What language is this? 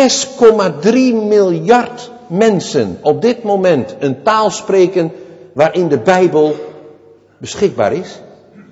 Dutch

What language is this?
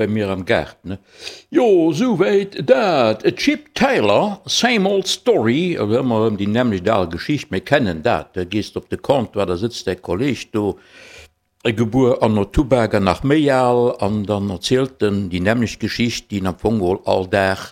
Luxembourgish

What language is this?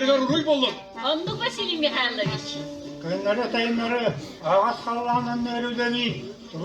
Yakut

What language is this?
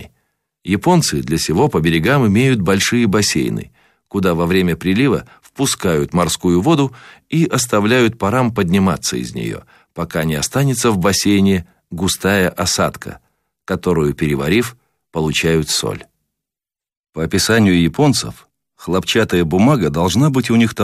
Russian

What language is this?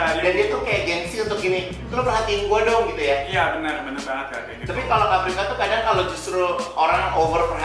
Indonesian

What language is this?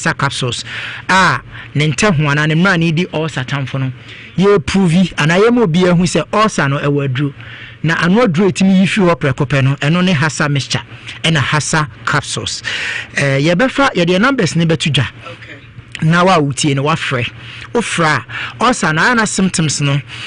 Akan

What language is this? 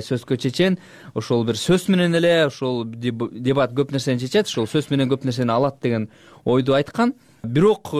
Kyrgyz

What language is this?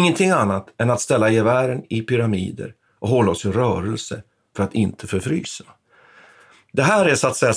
Swedish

